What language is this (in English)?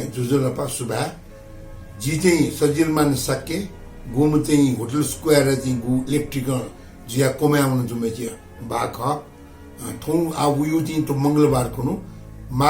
Newari